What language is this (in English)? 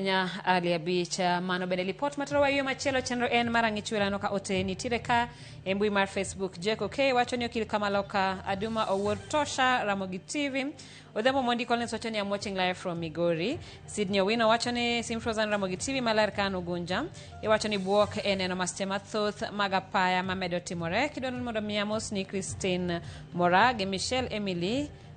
Luo (Kenya and Tanzania)